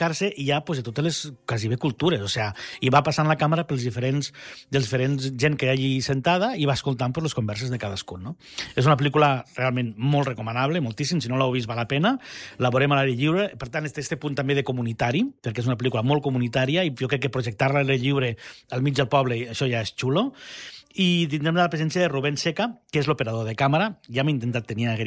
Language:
Catalan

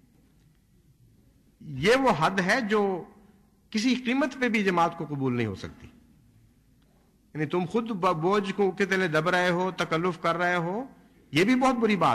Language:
Urdu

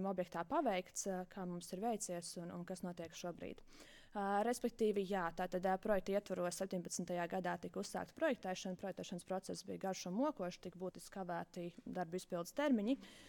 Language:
Latvian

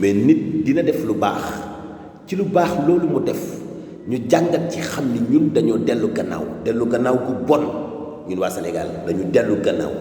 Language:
Wolof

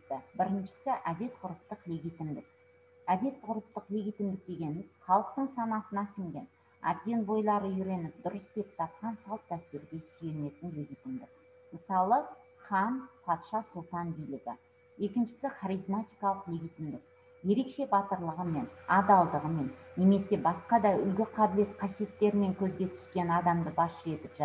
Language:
Kazakh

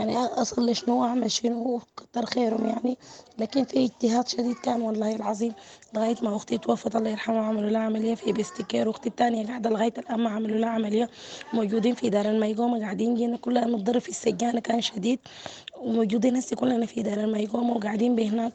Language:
Sudanese Arabic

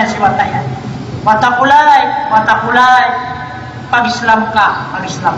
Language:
Maranao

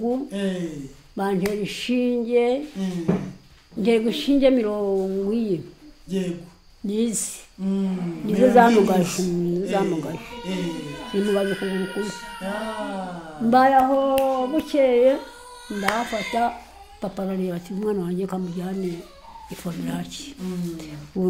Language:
Kinyarwanda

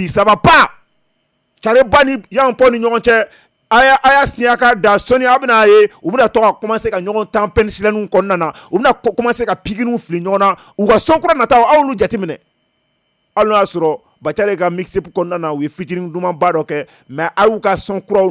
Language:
Bambara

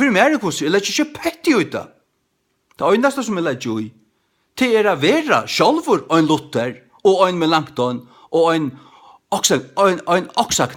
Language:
Faroese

